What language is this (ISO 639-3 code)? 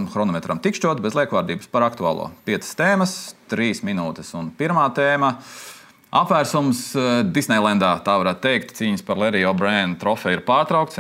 lav